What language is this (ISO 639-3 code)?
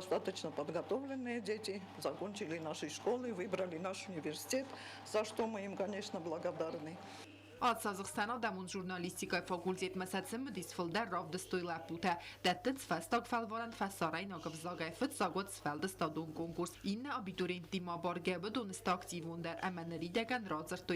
oss